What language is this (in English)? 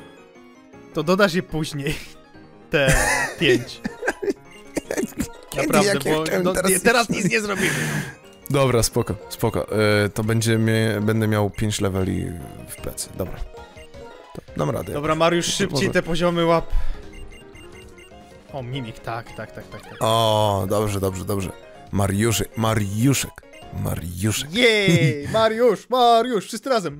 Polish